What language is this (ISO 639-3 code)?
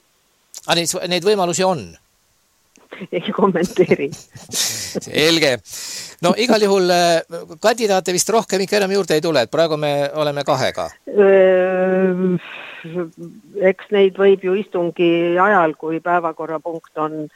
est